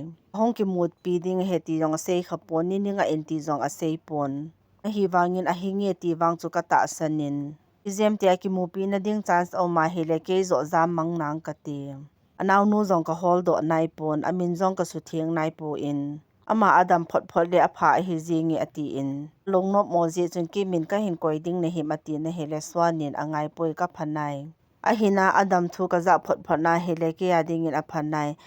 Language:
Thado Chin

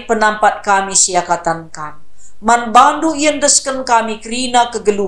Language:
Batak Karo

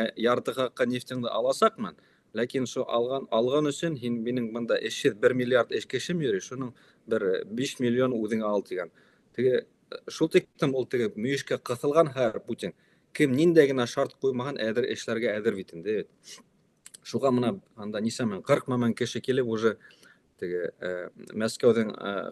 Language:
Bashkir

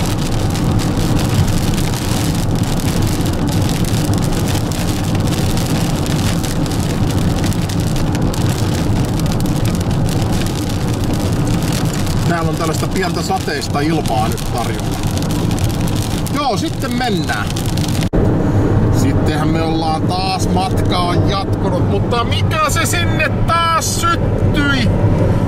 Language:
Finnish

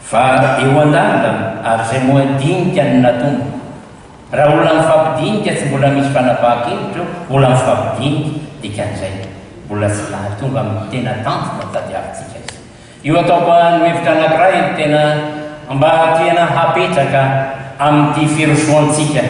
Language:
Malagasy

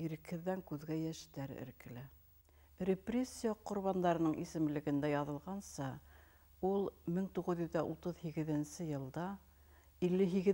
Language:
Bashkir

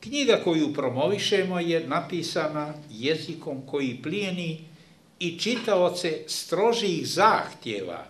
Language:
Bosnian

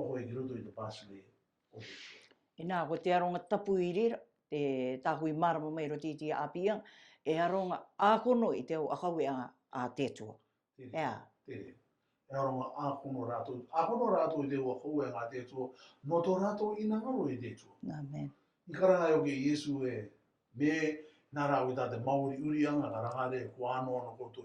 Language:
Rarotongan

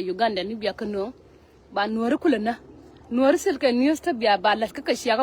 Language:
Nuer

